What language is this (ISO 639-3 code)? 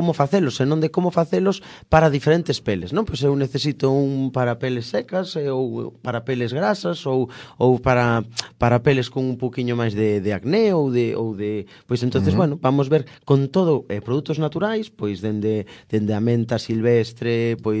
glg